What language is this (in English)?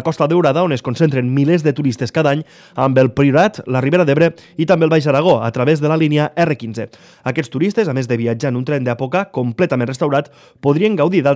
Catalan